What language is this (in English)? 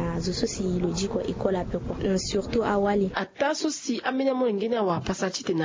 Sango